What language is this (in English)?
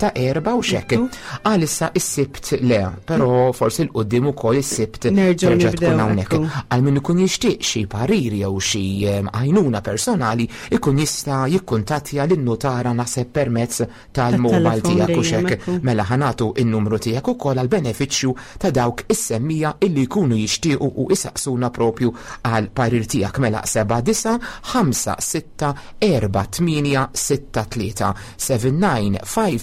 Maltese